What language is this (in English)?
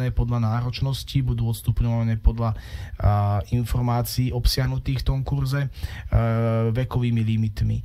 Slovak